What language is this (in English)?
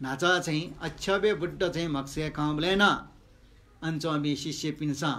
Newari